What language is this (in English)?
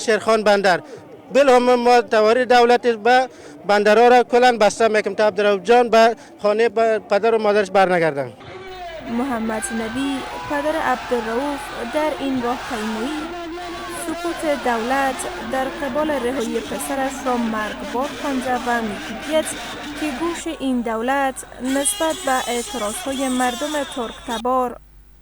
Persian